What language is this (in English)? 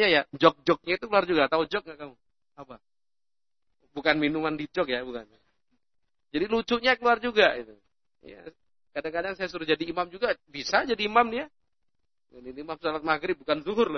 Indonesian